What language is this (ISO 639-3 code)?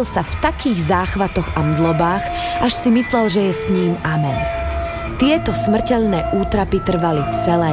slk